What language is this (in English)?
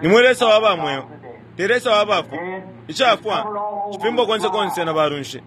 Bemba